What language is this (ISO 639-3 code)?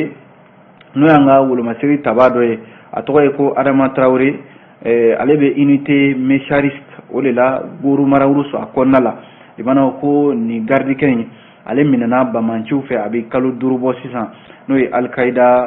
bam